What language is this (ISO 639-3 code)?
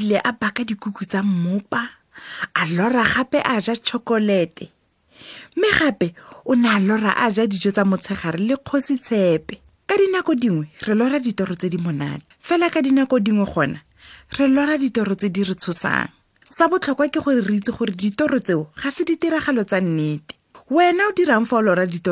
tsn